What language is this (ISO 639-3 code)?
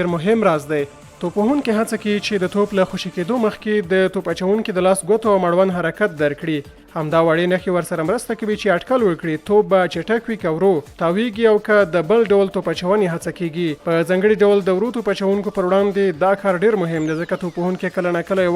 pus